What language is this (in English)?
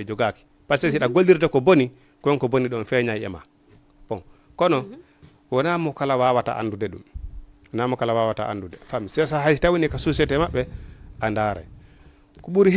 Fula